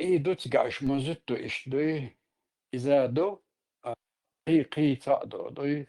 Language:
Chechen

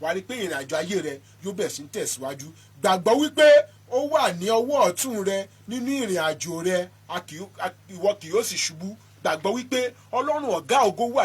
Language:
Yoruba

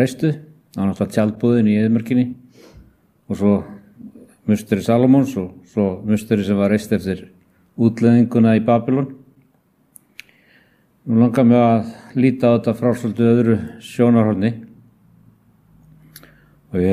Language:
Icelandic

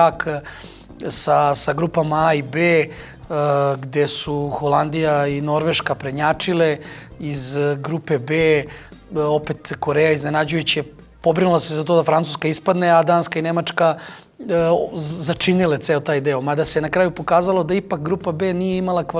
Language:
Serbian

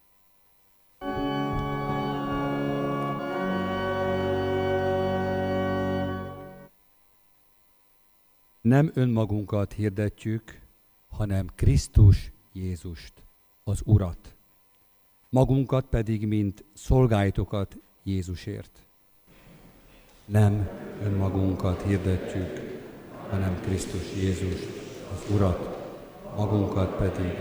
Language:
Hungarian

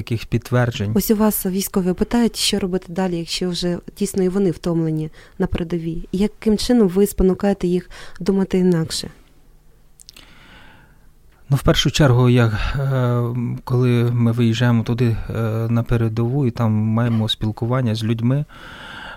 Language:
Ukrainian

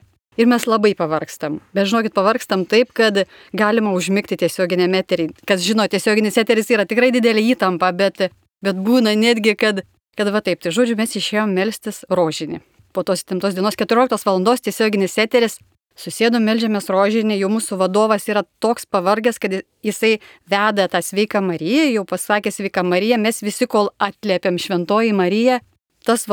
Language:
Lithuanian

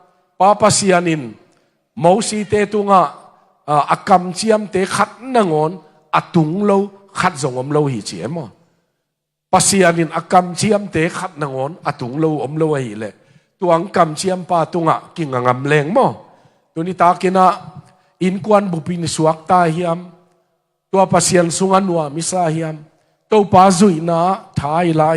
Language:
Tedim Chin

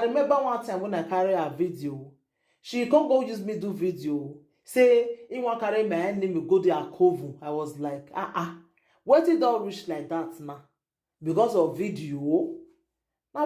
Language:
Nigerian Pidgin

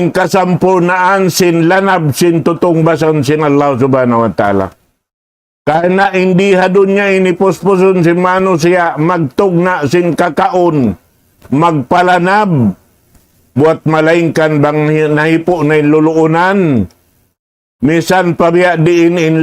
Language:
Tausug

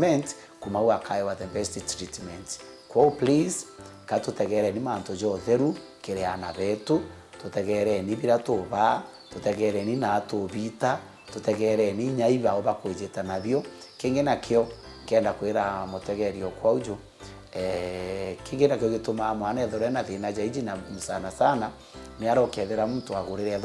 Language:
Meru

